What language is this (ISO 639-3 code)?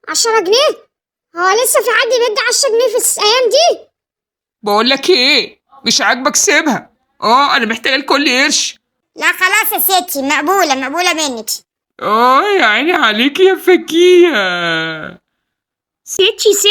arz